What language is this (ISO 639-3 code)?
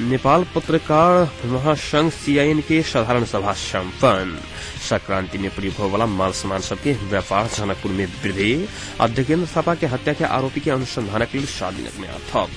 mai